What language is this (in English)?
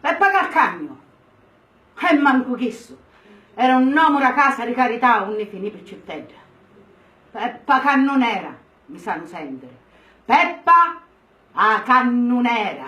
Sicilian